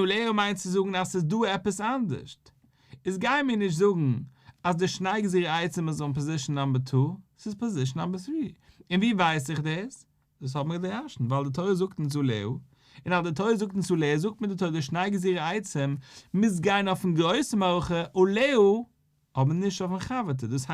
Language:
Yiddish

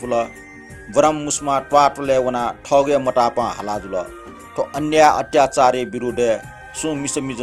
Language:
Newari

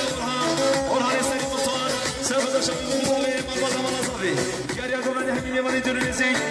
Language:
Kurdish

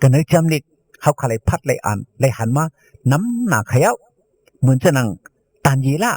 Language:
Shan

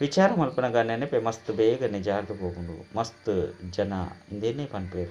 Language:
Tulu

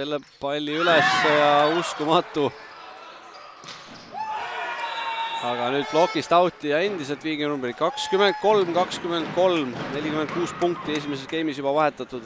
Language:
Estonian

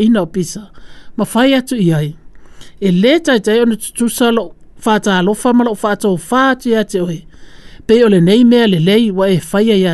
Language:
Samoan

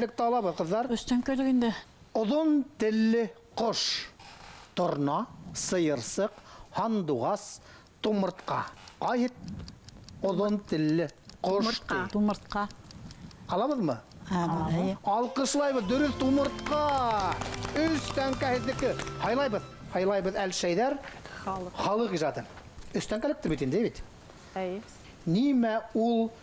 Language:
Bashkir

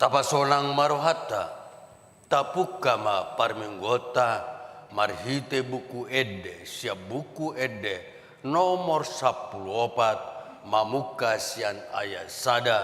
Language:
Batak Toba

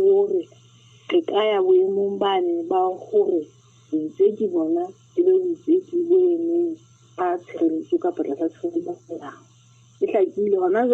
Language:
Southern Sotho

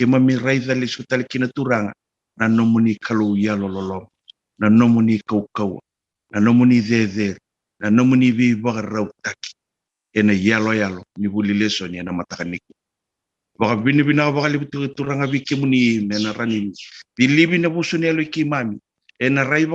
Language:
Fijian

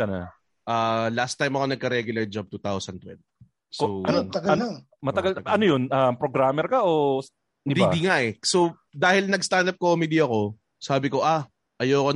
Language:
Filipino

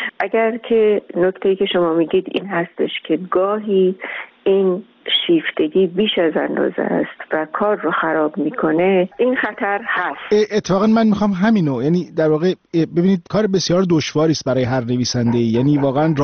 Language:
Persian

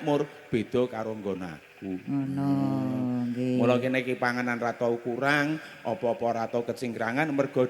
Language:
Javanese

